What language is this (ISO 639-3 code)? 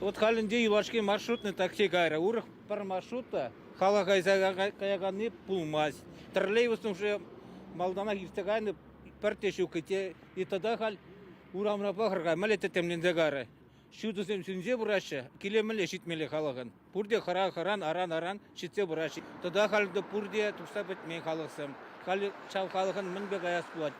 chv